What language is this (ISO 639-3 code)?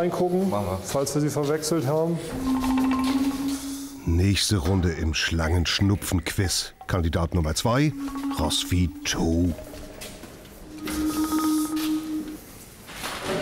deu